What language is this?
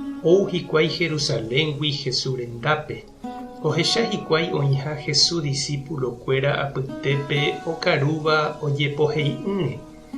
Guarani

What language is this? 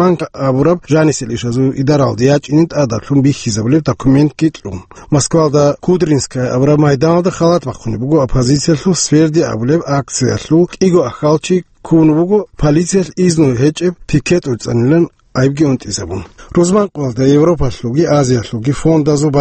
Avaric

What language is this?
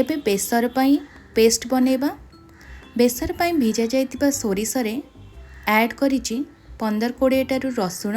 Odia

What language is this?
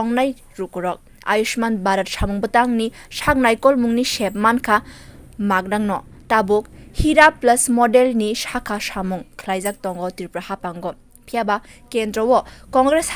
Kok Borok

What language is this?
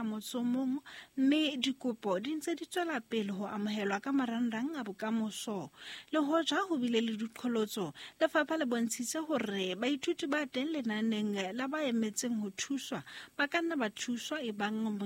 Southern Sotho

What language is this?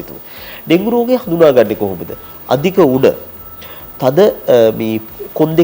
Sinhala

